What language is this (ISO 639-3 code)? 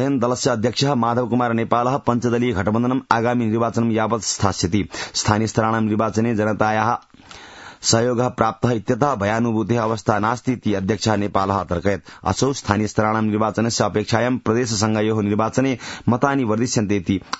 san